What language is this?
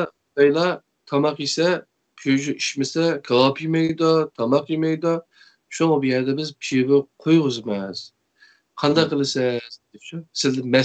Uyghur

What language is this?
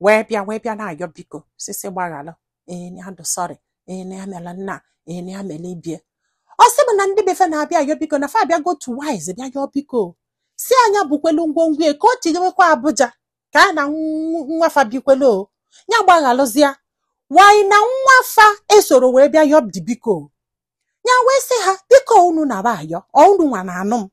Igbo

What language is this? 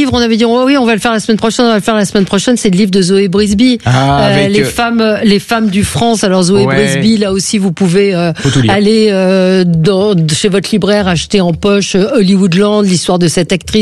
French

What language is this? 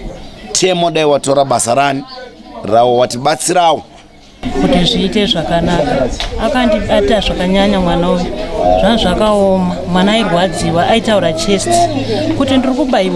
Shona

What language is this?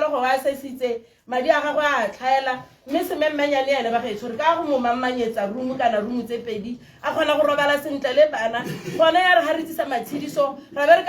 Tswana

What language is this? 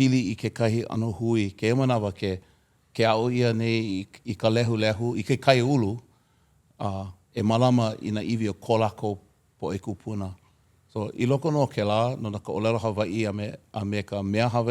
Hawaiian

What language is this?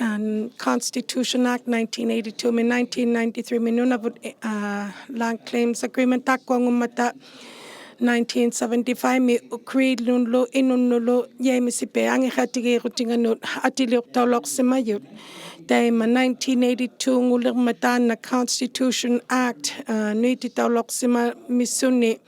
Inuktitut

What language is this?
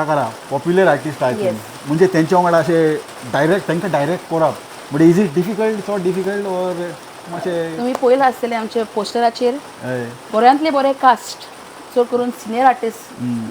Konkani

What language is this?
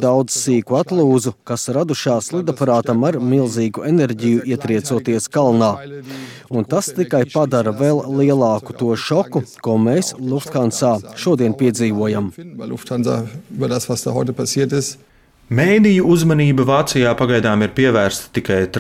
Latvian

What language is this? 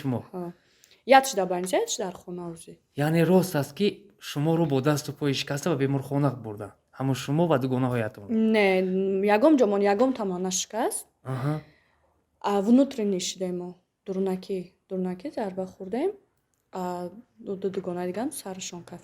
Tajik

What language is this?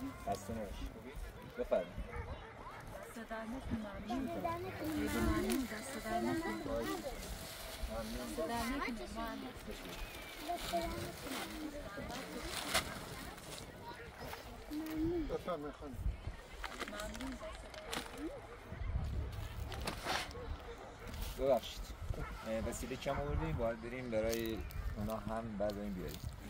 Persian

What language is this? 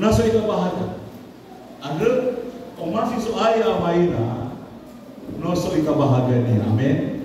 Nias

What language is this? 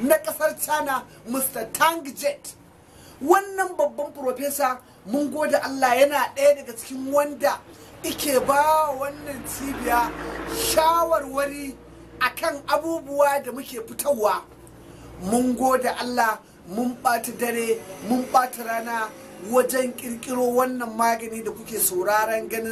Hausa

